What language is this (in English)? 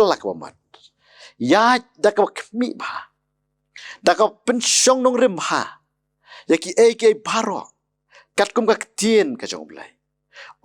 Khasi